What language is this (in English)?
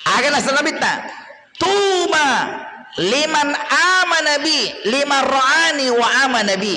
Buginese